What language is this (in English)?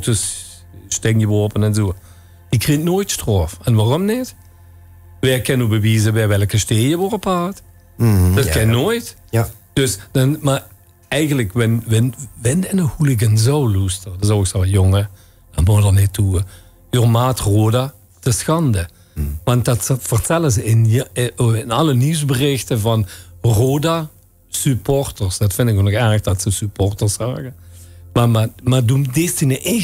Limburgish